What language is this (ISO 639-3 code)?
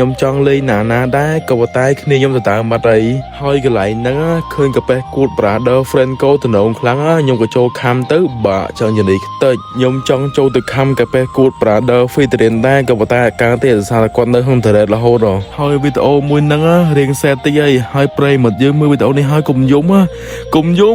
khm